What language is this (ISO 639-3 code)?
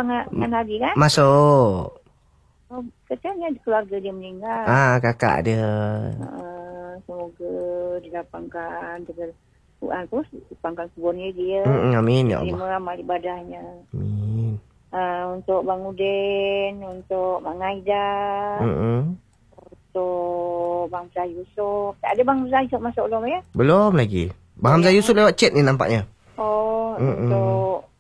msa